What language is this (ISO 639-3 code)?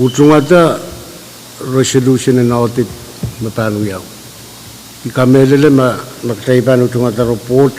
pon